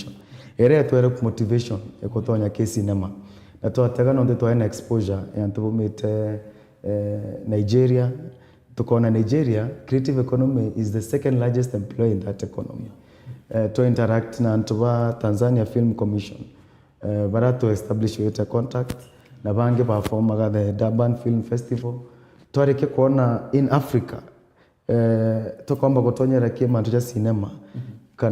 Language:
Meru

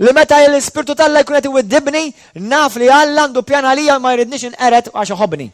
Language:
Maltese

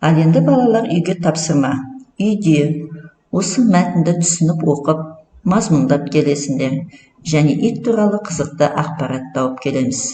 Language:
Kazakh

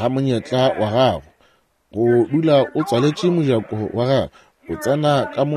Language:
Northern Sotho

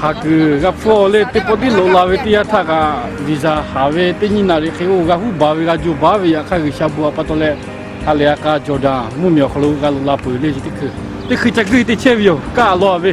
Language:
Lahu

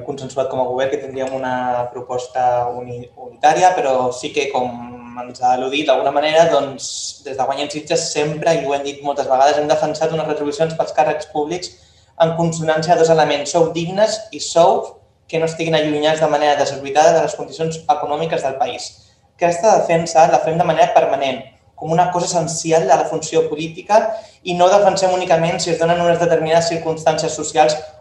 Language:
Catalan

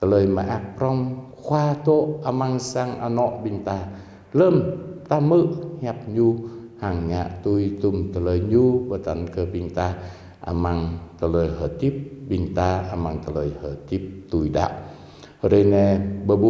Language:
Jarai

